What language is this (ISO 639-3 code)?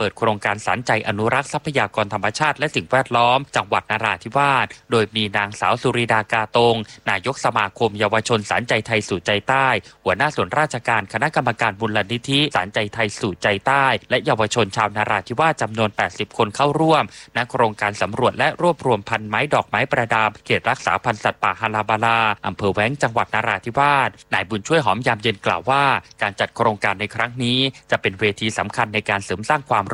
tha